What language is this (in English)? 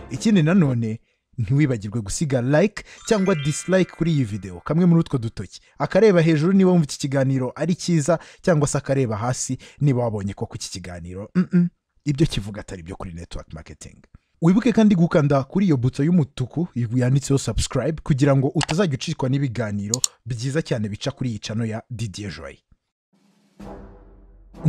Kinyarwanda